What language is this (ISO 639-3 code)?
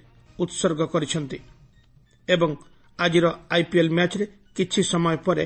ori